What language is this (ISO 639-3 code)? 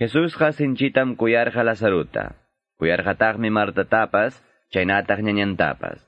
que